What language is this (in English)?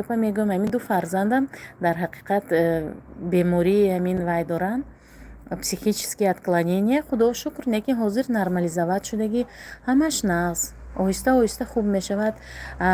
Tajik